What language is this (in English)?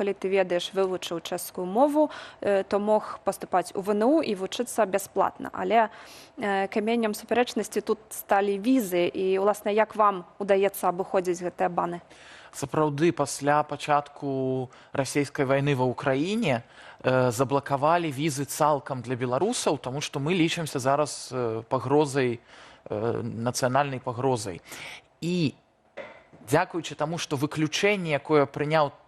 Belarusian